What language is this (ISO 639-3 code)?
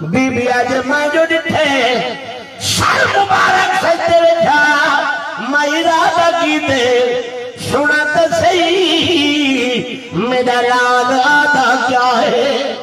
skr